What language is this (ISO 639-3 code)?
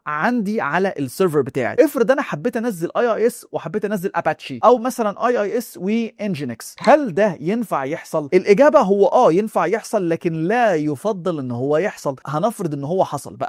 arz